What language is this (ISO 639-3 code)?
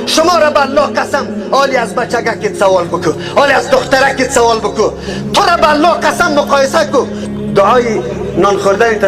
fas